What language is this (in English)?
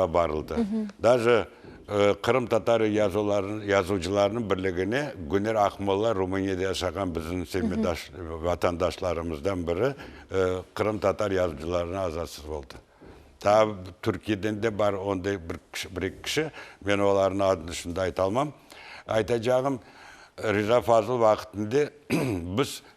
Crimean Tatar